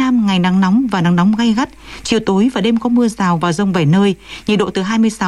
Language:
Vietnamese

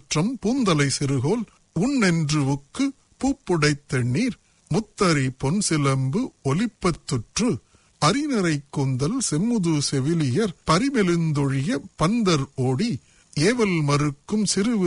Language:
Tamil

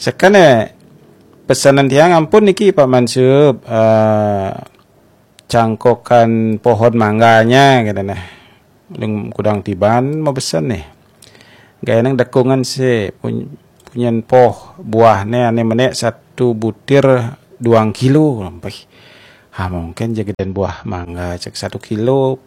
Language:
Balinese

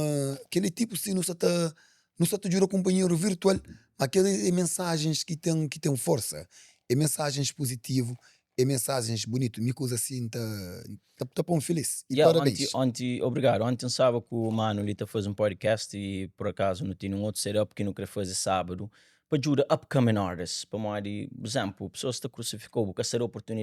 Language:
Kabuverdianu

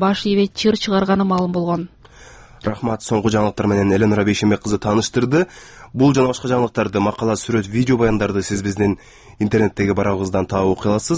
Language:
Kyrgyz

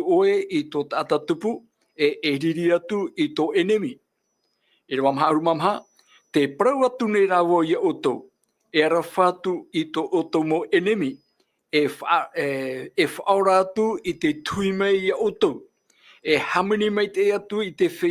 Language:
Tahitian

